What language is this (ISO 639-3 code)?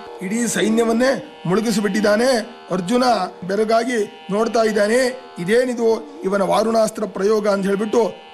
kan